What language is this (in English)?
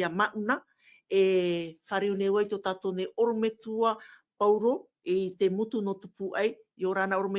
Tahitian